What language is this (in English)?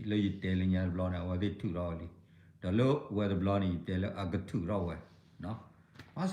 S'gaw Karen